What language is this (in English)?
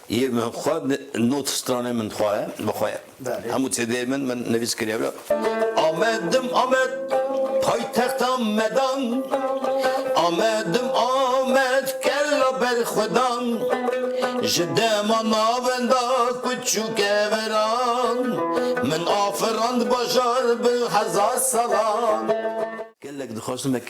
Kurdish